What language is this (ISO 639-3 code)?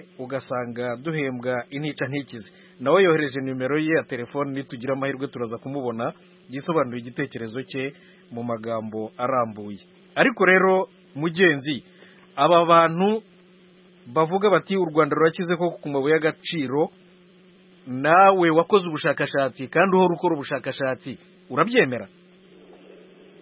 kin